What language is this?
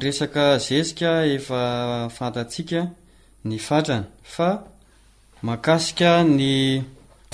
Malagasy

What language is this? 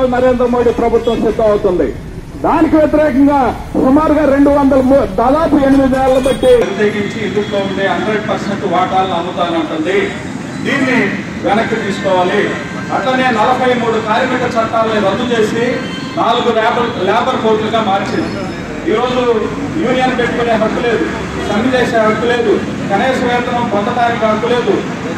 Telugu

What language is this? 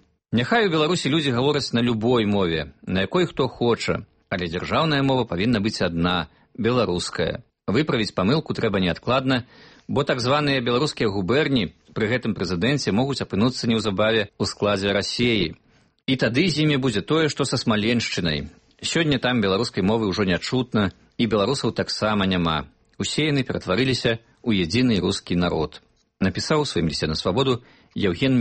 Belarusian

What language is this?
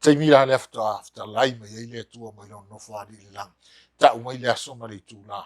Samoan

